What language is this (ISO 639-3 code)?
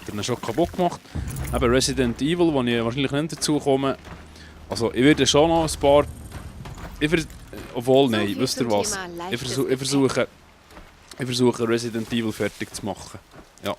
gsw